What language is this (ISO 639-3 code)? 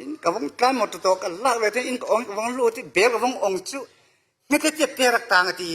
cfm